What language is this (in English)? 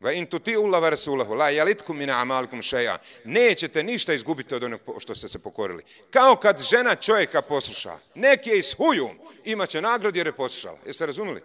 Bosnian